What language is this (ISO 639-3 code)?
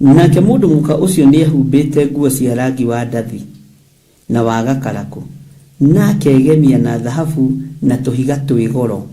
kik